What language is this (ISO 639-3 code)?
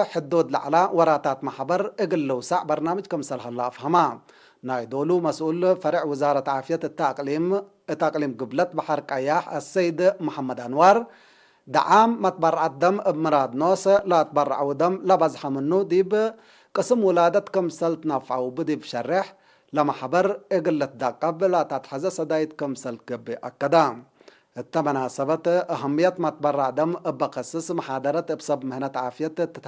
tig